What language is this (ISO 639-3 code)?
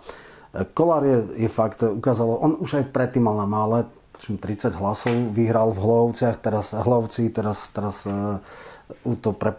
slk